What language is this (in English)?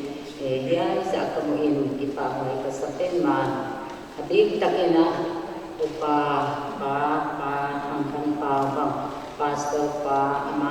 Paite Chin